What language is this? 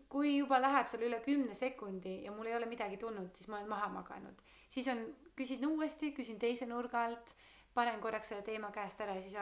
Estonian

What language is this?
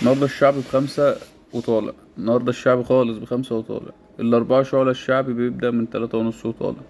Egyptian Arabic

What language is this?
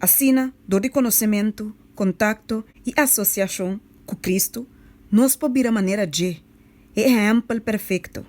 Papiamento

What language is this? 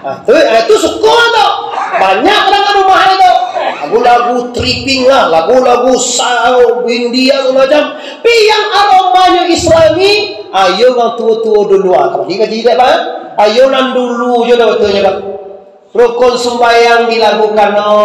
Minangkabau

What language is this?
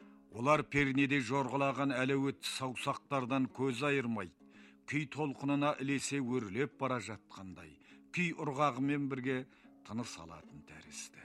Kazakh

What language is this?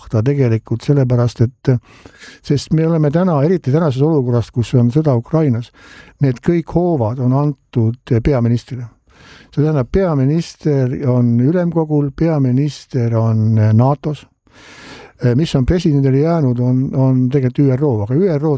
Estonian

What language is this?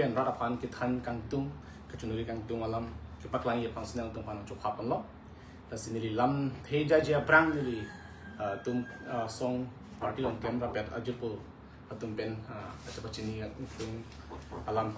Karbi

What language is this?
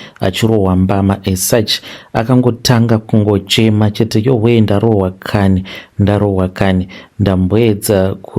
Shona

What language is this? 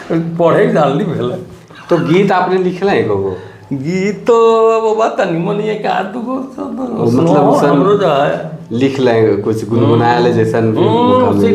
Sadri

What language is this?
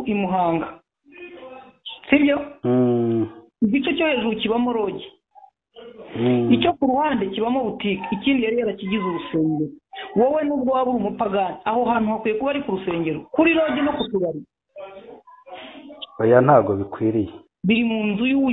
Kinyarwanda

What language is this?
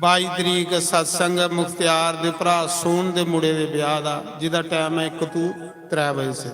Dogri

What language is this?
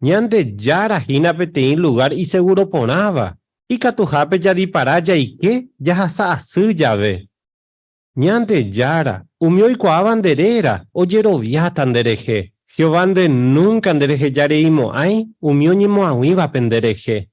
Guarani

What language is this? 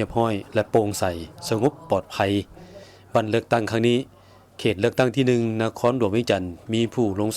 Lao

